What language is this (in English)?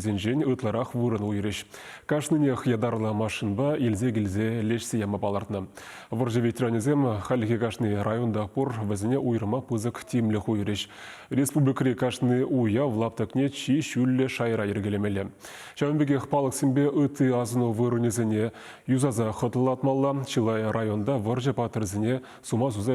Chuvash